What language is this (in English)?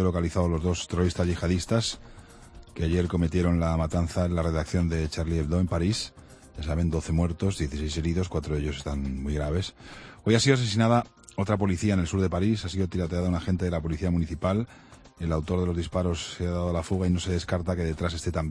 Spanish